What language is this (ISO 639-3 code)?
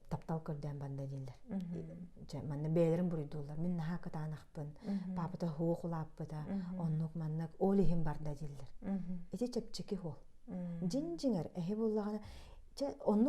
sah